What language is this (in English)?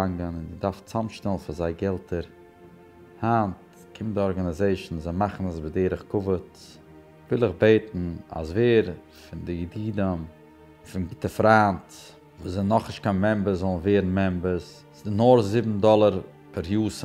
Yiddish